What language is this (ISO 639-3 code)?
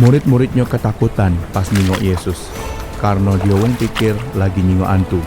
mui